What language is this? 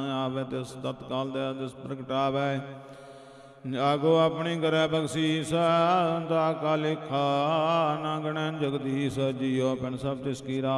Punjabi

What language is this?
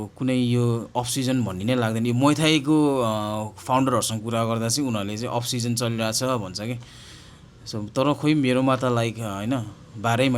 Nepali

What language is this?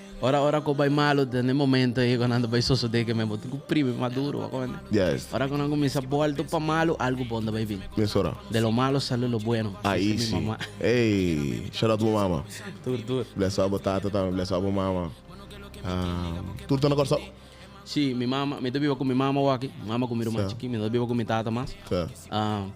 Papiamento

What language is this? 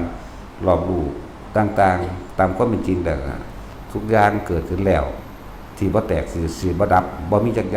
Northeastern Thai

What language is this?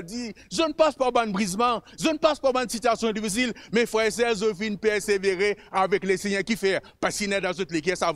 Morisyen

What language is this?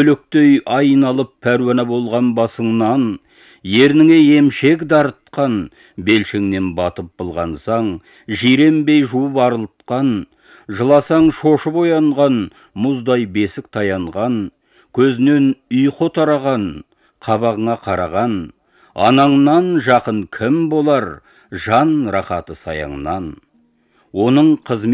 Kazakh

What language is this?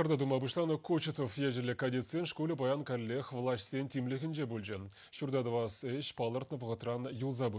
Chuvash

